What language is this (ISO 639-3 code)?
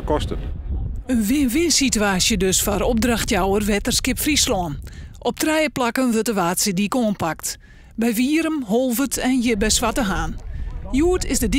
fry